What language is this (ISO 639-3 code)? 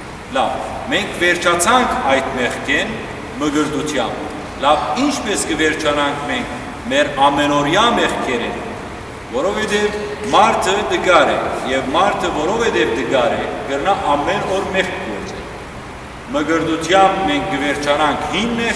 hyw